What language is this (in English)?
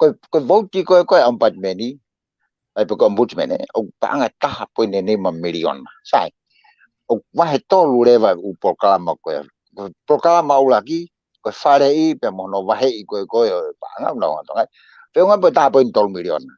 Tongan